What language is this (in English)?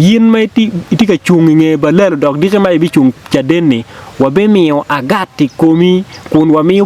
Acoli